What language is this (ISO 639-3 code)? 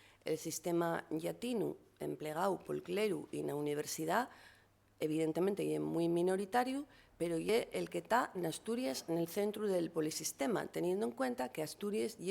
ast